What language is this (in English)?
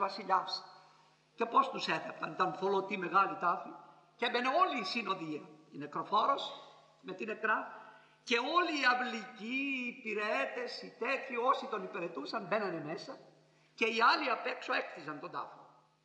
Greek